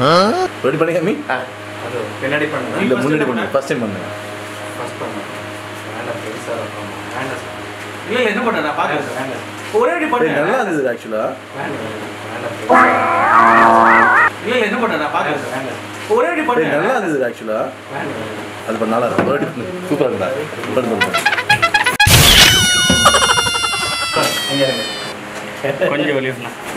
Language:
Tamil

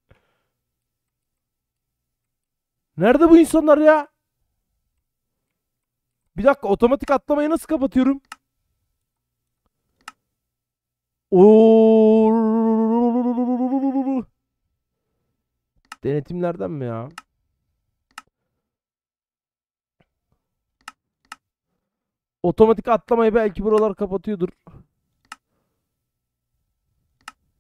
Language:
Turkish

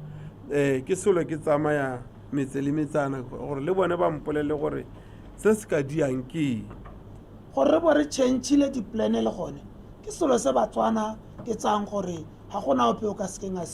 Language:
Tswana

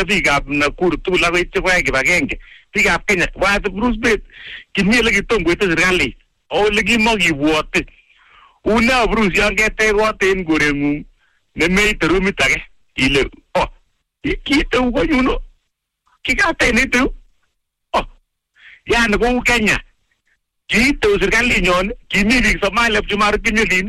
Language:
Swahili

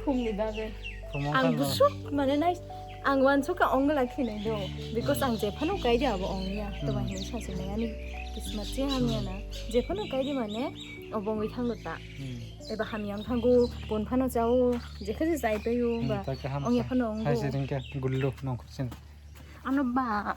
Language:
Kok Borok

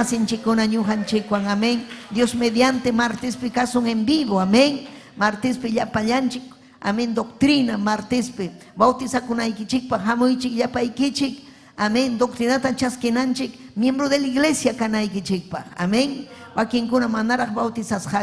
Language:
Ayacucho Quechua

